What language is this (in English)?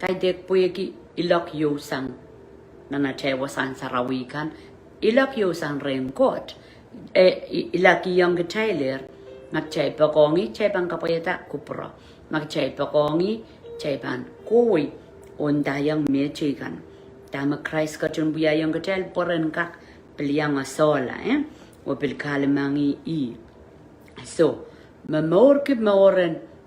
Pohnpeian